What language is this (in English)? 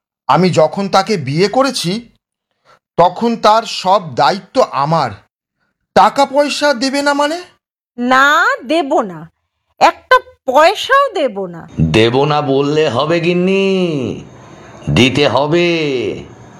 Bangla